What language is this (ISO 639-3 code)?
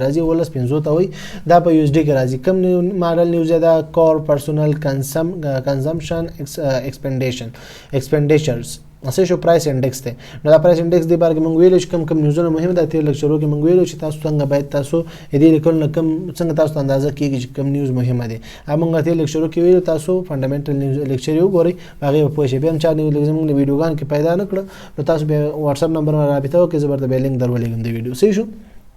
pus